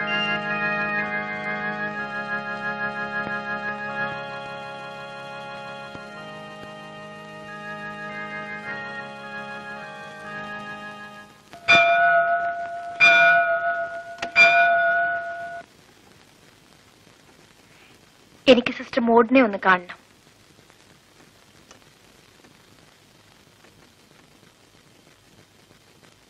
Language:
Malayalam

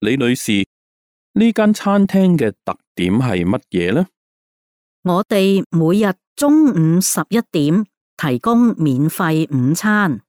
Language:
Cantonese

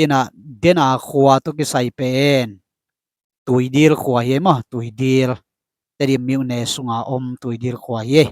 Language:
Tedim Chin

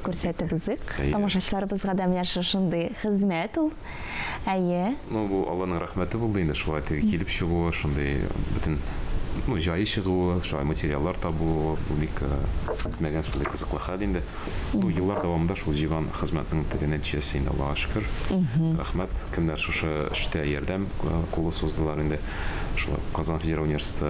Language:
Tatar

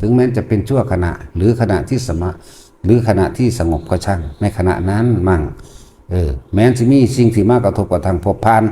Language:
Northeastern Thai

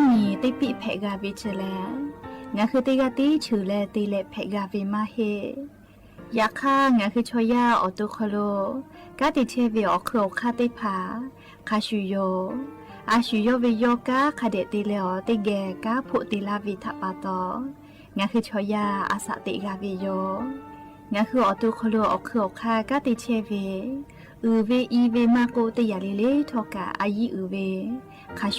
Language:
Lahu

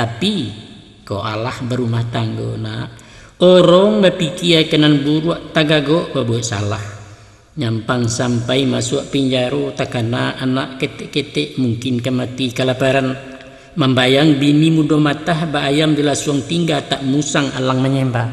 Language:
Minangkabau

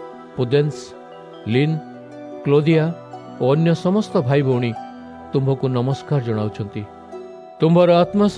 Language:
Odia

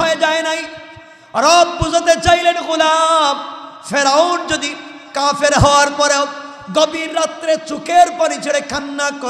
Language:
Bangla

